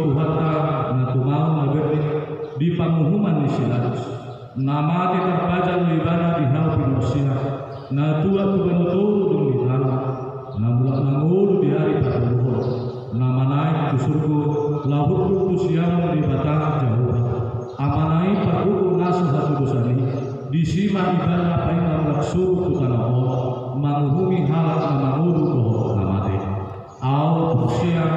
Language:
Batak Toba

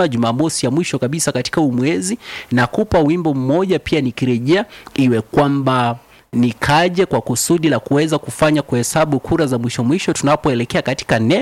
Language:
Swahili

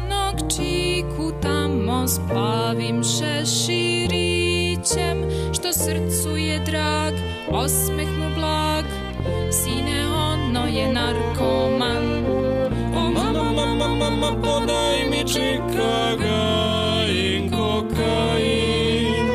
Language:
Serbian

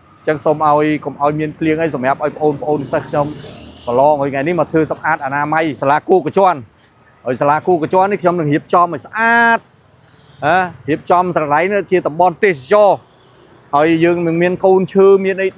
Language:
Khmer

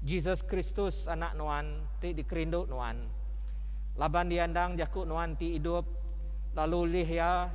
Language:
Iban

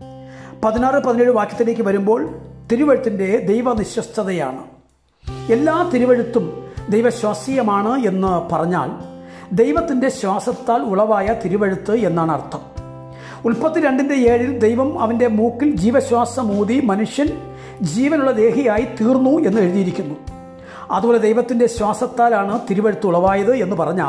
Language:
Malayalam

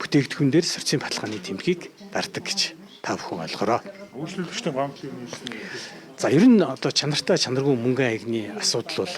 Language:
Mongolian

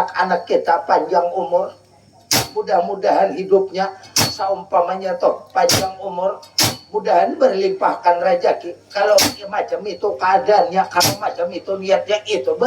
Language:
Banjar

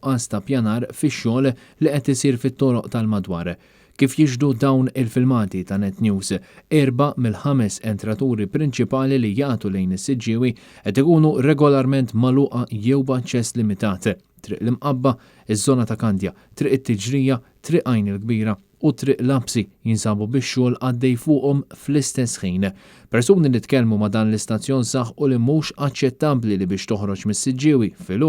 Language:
Maltese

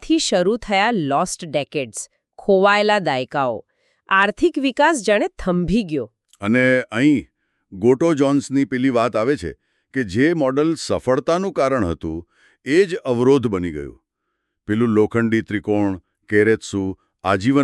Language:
Gujarati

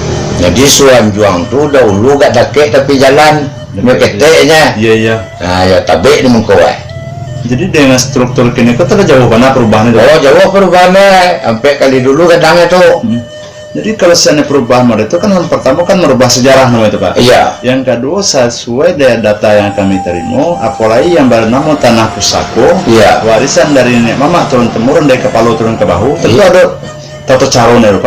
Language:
Minangkabau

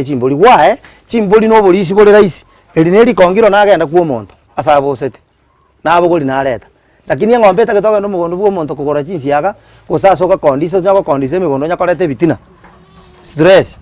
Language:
Gusii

